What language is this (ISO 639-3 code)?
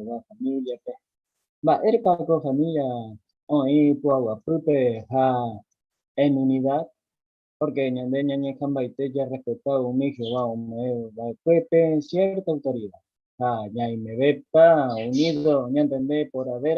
grn